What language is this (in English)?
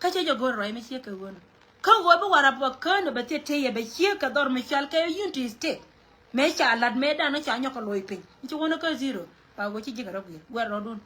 Nuer